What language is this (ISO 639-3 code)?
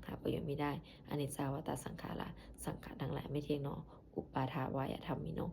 pli